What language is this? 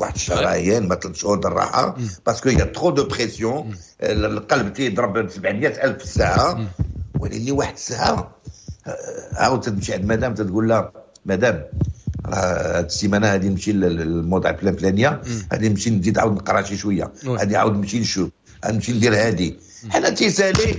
Moroccan Arabic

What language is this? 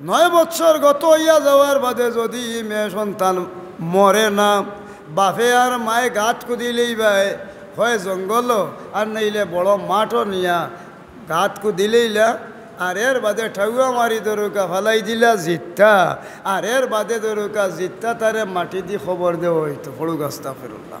Sylheti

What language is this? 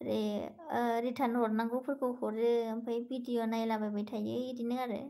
Bodo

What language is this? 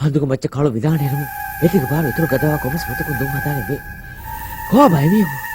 Divehi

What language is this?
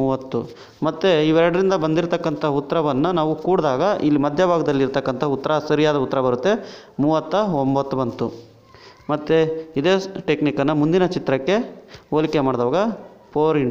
Kannada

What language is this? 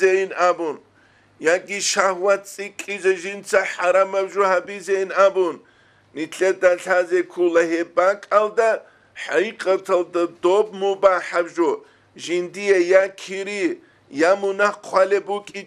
Avaric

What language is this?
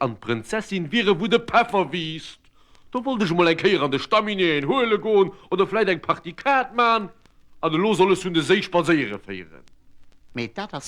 Luxembourgish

